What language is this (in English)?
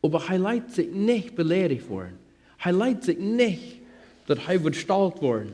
Plautdietsch